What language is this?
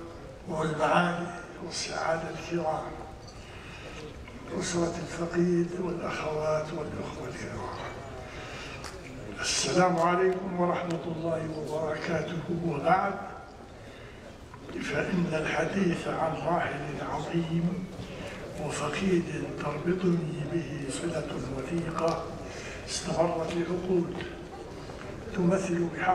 Arabic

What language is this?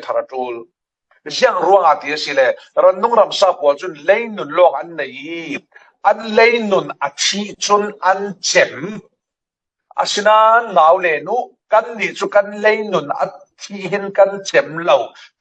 Falam Chin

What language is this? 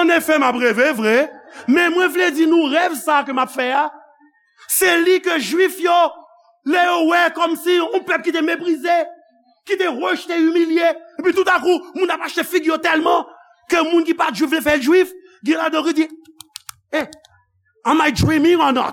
Haitian Creole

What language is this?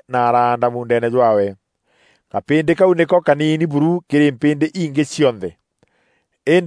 Meru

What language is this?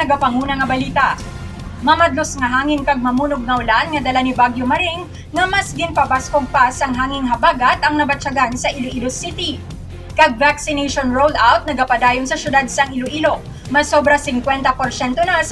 Hiligaynon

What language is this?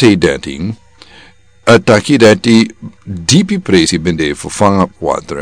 Sranan Tongo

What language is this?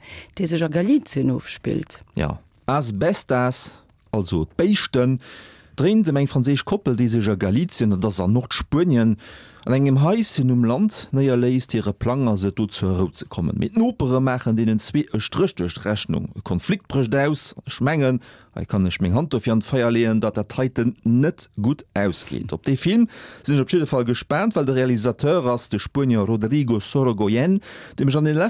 Luxembourgish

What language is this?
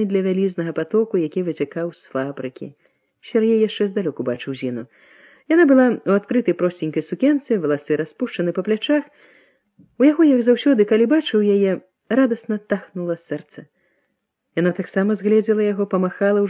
Belarusian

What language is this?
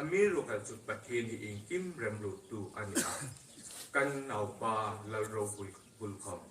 Hmar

